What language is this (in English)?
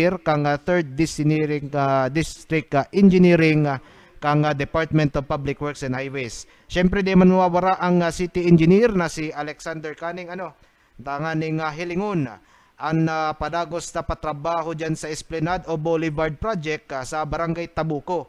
Bikol